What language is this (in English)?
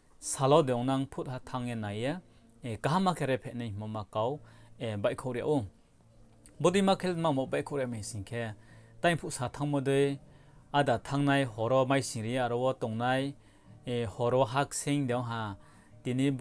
Riang (India)